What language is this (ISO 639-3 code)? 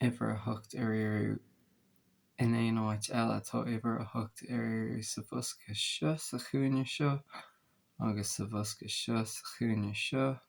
gle